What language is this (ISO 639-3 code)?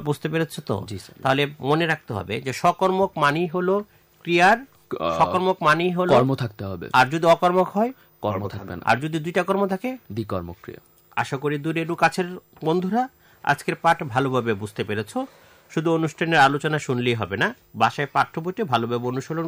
ben